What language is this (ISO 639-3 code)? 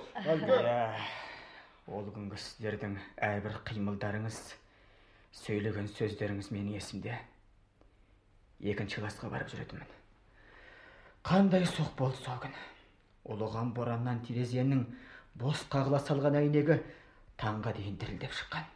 kaz